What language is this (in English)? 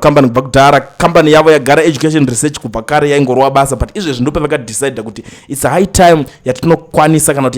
Shona